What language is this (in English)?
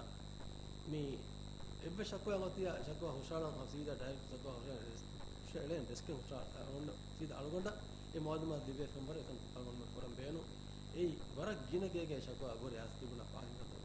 Divehi